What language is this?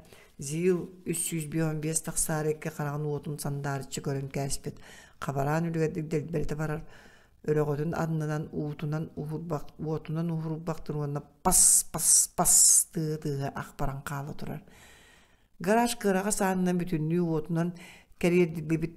Yakut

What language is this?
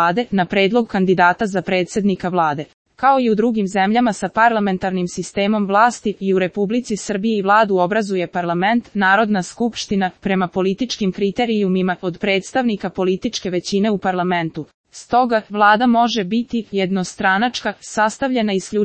Serbian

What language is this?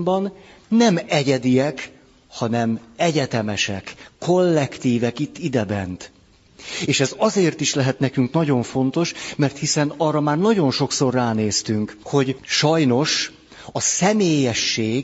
Hungarian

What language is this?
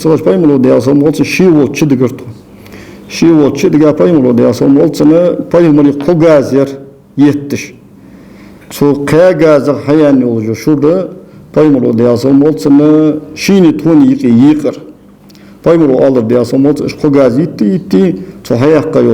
Ingush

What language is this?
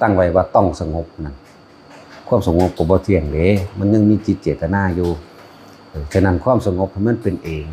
Lao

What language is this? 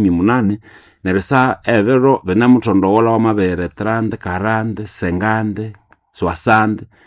Nande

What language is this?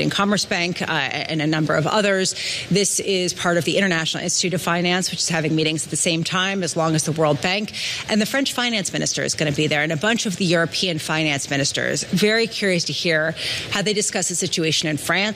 English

